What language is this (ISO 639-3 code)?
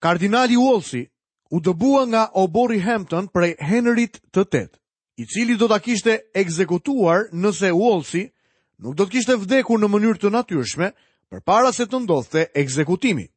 sqi